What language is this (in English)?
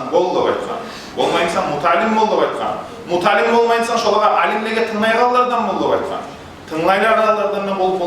Kumyk